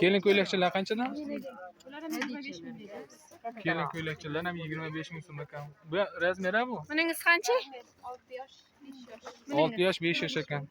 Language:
Uzbek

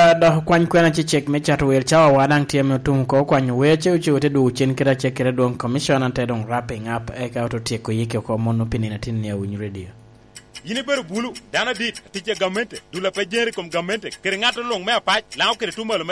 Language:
Lango (Uganda)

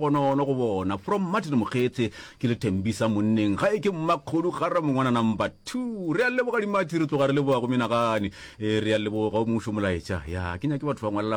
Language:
Northern Sotho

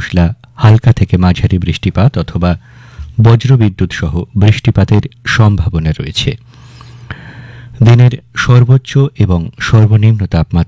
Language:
Bangla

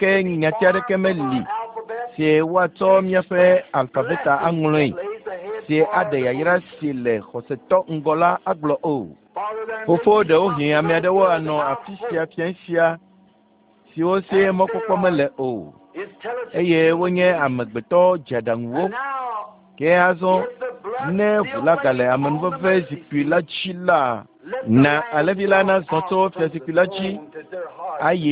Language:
Ewe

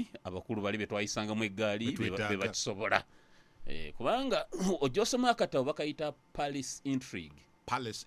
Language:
Ganda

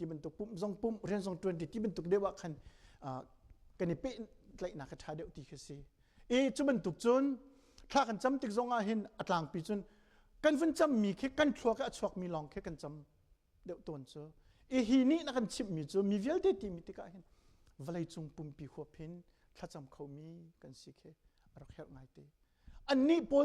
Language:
Hakha Chin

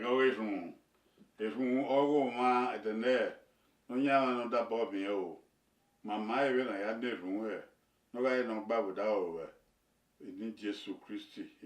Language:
Bini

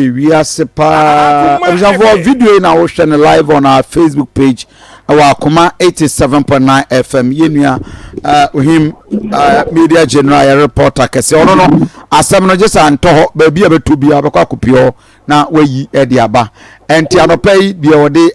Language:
Akan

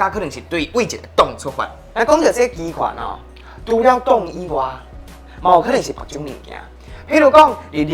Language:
Min Nan Chinese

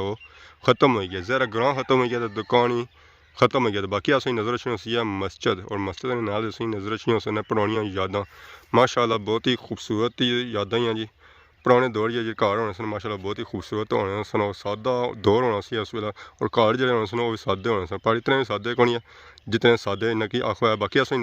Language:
Pahari-Potwari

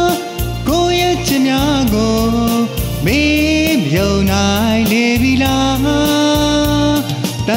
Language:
Burmese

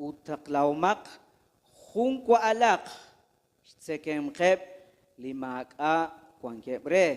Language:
Kekchí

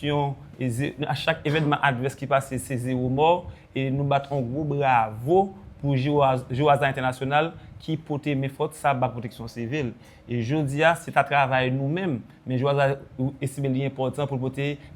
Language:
Haitian Creole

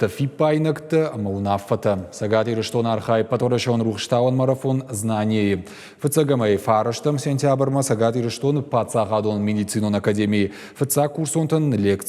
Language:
Ossetic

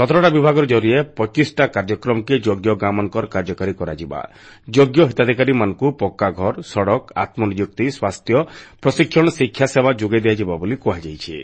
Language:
Odia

